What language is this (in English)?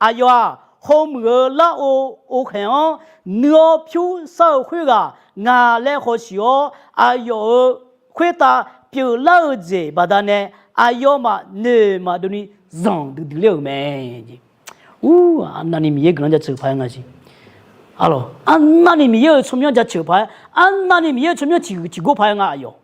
Akha